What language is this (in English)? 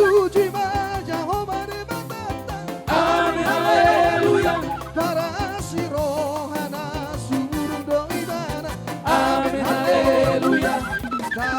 Batak Toba